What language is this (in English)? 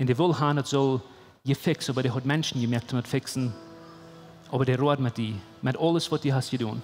Plautdietsch